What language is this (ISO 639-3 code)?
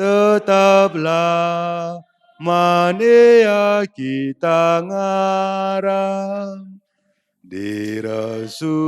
btx